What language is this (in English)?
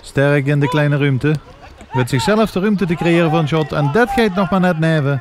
Limburgish